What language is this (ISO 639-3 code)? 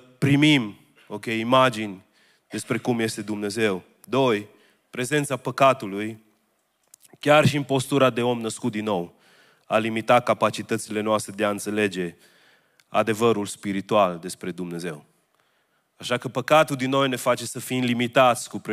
ron